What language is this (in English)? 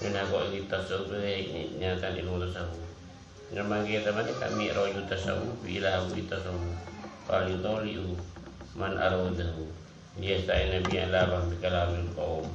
Madurese